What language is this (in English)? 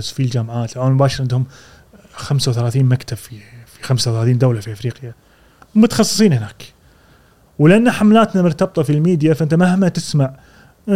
Gulf Arabic